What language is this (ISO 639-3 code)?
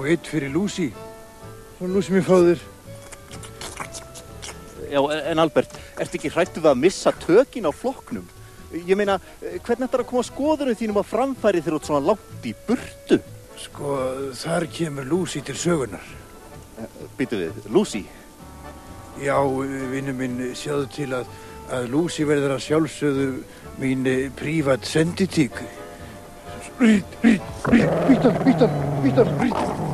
isl